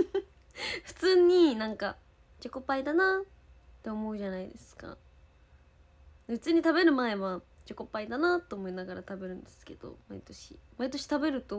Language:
Japanese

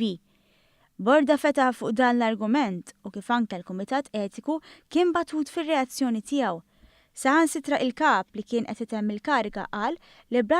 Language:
Maltese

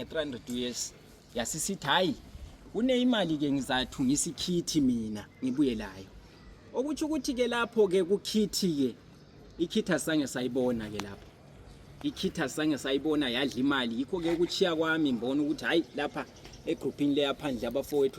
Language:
North Ndebele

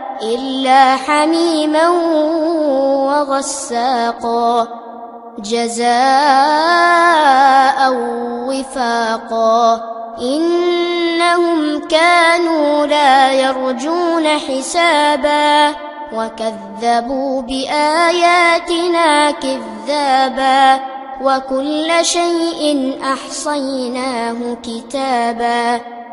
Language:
Arabic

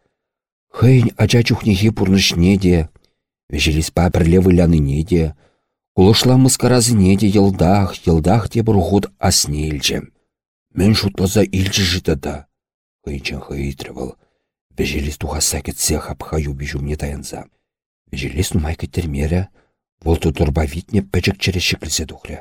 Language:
Chuvash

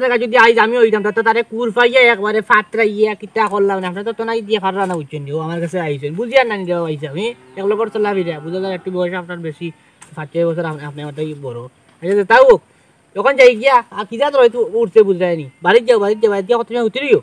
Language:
Sylheti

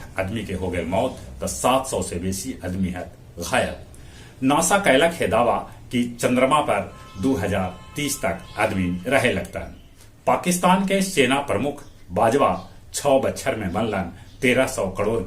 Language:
Magahi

